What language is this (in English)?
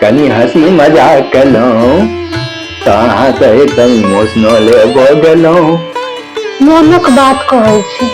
Maithili